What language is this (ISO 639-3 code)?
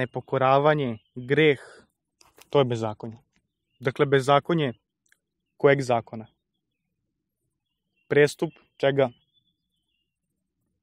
srp